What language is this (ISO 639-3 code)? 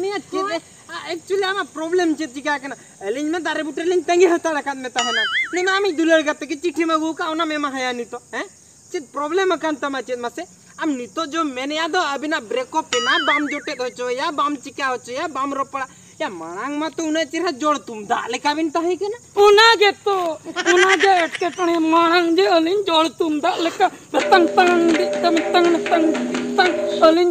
sat